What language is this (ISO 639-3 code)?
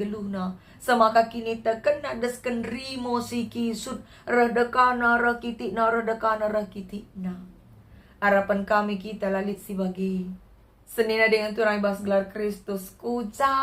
btx